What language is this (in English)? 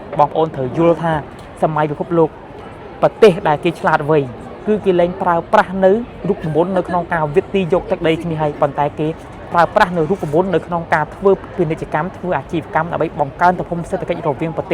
Khmer